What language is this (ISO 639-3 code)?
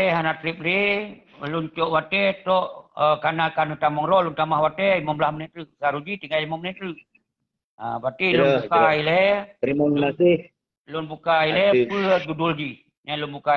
ace